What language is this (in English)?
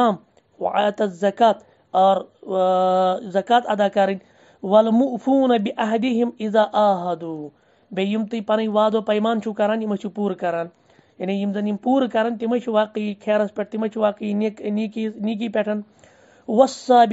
Kashmiri